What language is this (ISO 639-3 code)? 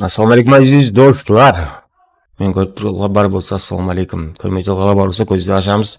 kaa